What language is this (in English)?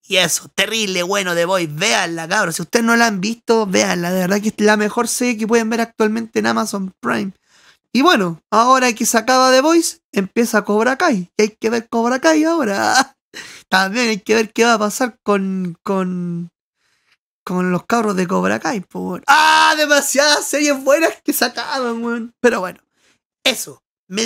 Spanish